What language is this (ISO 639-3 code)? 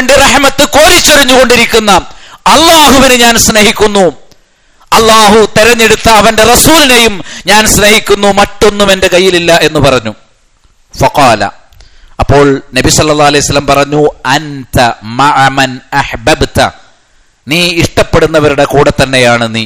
mal